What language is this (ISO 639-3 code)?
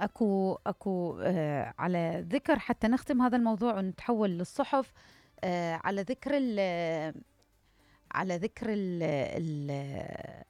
acm